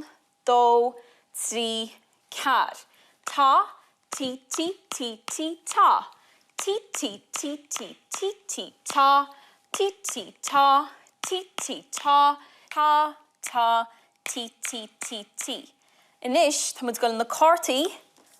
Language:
Irish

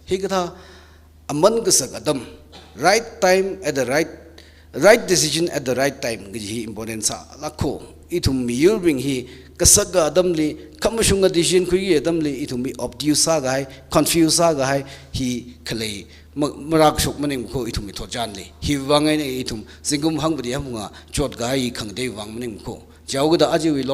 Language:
Tangkhul Naga (India)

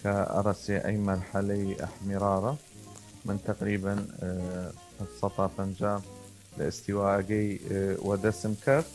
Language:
Southern Kurdish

